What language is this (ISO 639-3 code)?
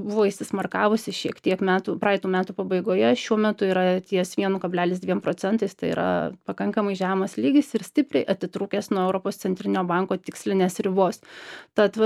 lit